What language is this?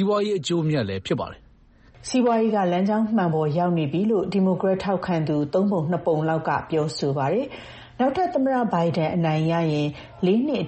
Burmese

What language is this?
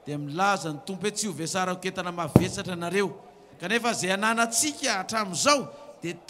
Malagasy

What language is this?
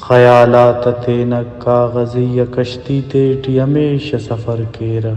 Brahui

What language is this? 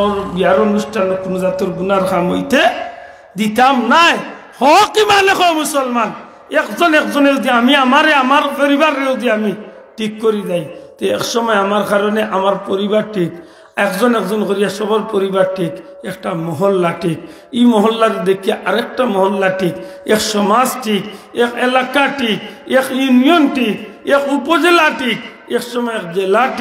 Sylheti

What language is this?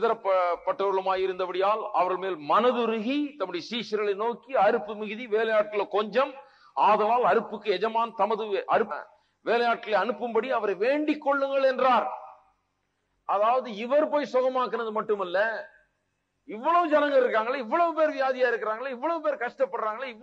Tamil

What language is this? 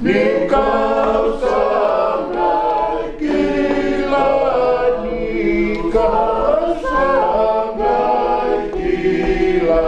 Fijian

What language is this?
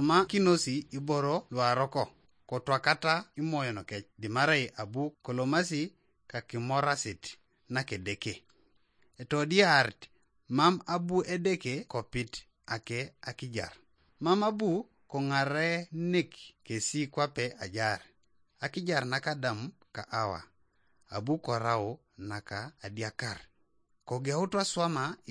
Teso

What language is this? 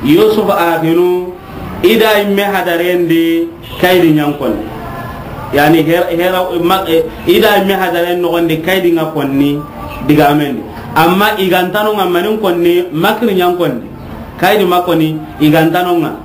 Soninke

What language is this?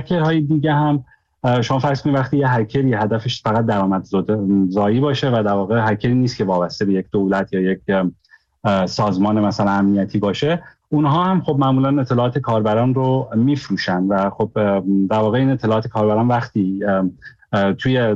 Persian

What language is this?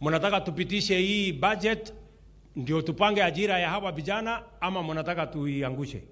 Luo (Kenya and Tanzania)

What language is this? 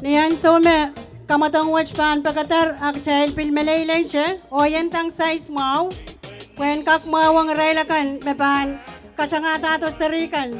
Pohnpeian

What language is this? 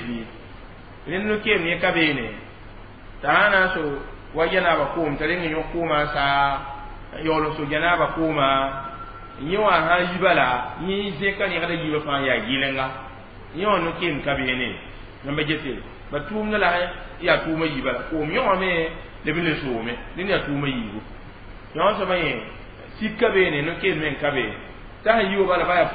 Mossi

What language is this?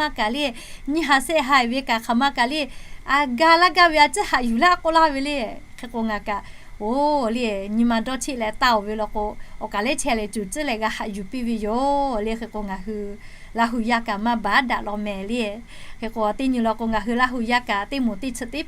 Lahu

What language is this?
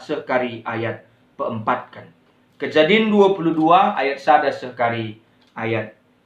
Batak Karo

